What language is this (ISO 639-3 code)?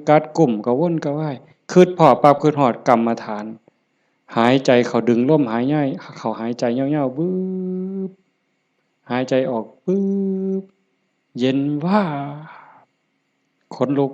tts